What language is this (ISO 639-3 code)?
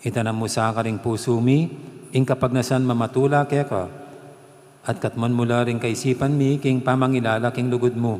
pam